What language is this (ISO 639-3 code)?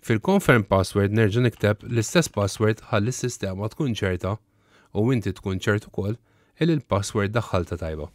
mlt